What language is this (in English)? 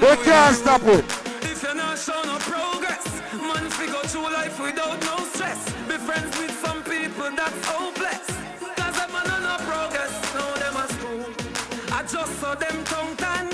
Jamaican Creole English